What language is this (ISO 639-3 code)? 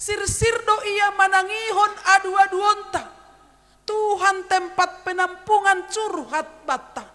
bts